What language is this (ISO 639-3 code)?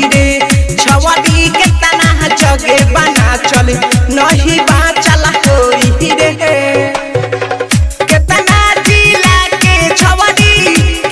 bho